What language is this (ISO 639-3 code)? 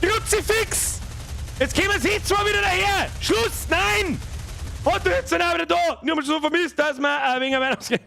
bar